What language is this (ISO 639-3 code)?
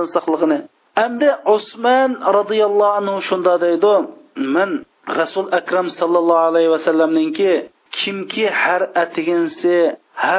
uig